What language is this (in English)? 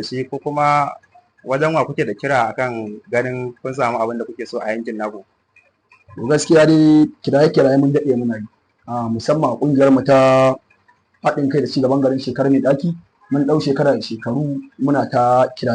Hausa